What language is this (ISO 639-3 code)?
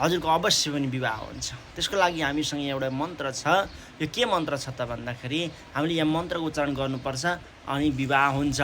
nep